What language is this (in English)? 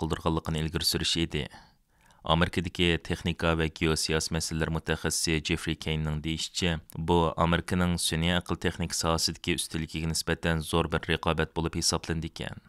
Uyghur